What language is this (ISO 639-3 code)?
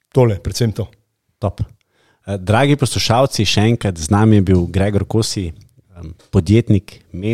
slv